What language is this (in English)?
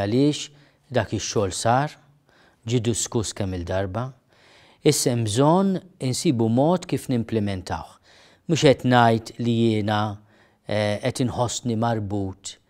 Maltese